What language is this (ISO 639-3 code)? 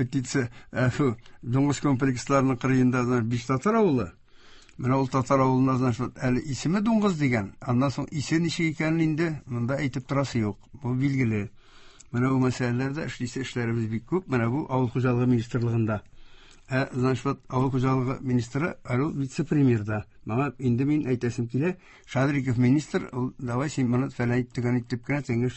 tat